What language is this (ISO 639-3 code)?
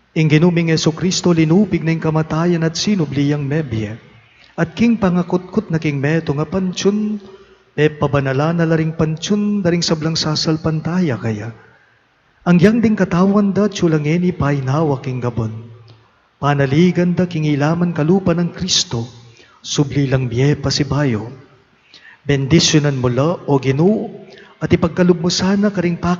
pam